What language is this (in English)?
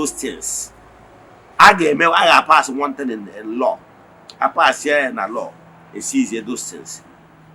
Igbo